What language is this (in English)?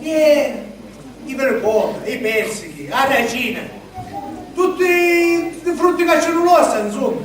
Sicilian